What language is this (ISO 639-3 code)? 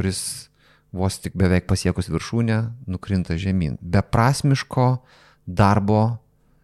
lit